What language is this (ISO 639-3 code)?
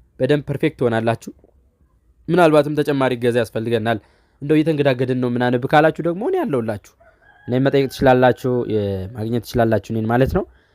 amh